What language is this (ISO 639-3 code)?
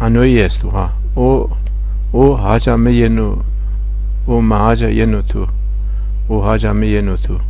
zza